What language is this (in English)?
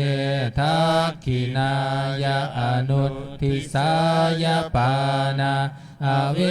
Pali